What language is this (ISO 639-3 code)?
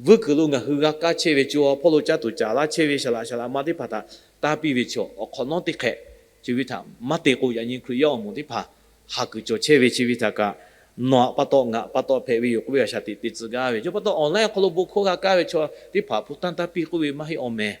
lhu